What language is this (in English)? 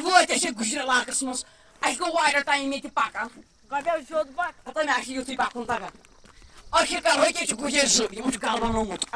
Kashmiri